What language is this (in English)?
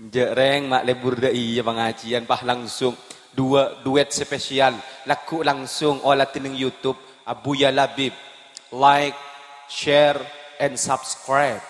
Madurese